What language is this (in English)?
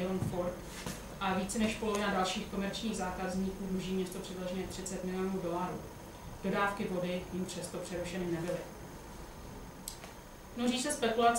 Czech